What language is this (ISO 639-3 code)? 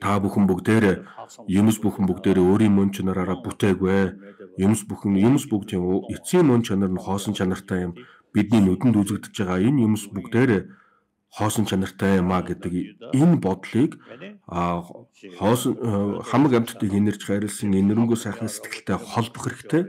mon